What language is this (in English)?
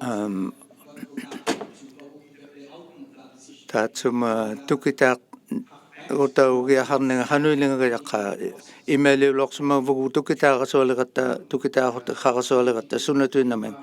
Inuktitut